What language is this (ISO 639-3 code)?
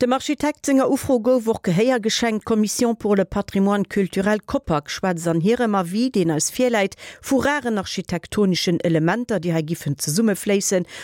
ltz